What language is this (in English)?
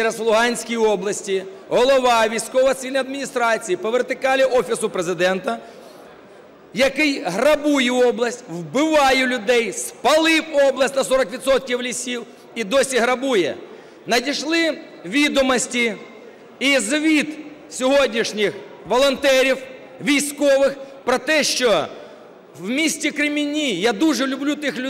Ukrainian